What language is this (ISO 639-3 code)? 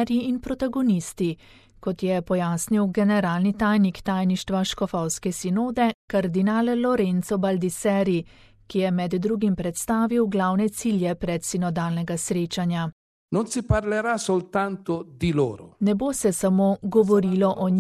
slv